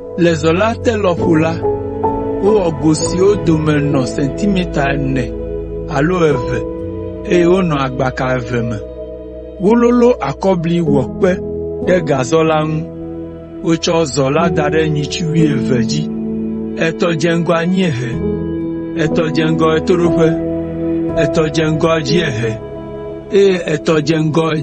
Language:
Ewe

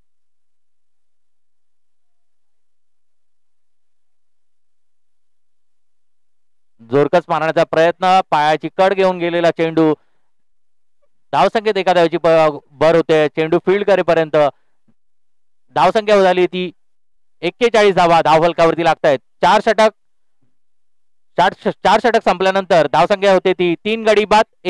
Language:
Marathi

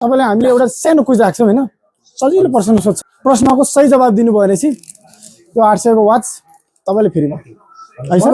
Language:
Nepali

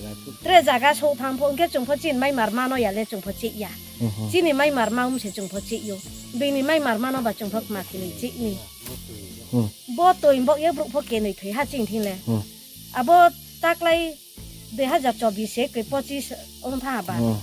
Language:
Riang (India)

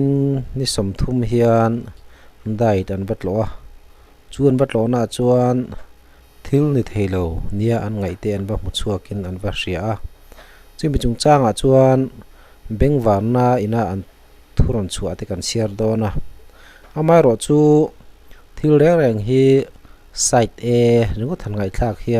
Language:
Mizo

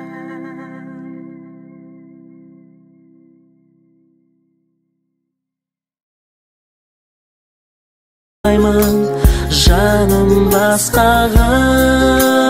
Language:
Kazakh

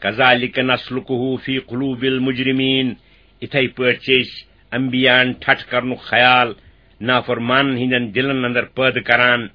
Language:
Kashmiri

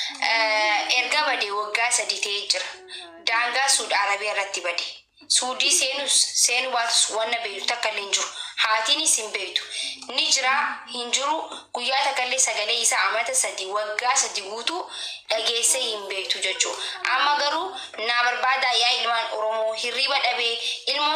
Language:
Oromo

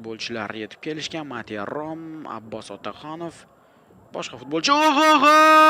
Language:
Uzbek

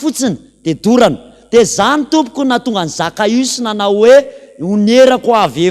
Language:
Malagasy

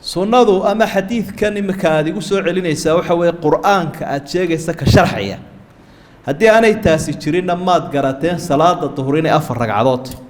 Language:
Somali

